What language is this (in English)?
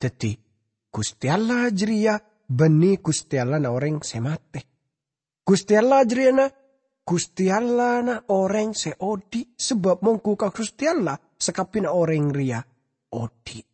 Madurese